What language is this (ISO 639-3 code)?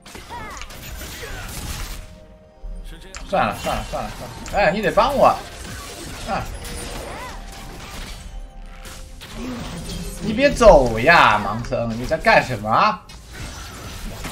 zho